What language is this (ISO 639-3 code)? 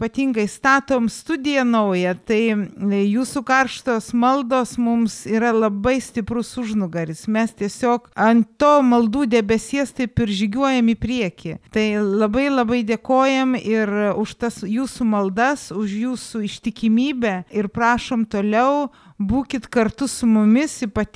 lit